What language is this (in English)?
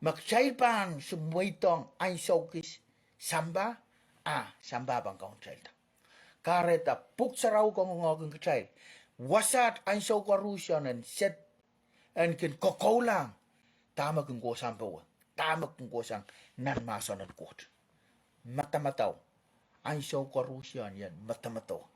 Pohnpeian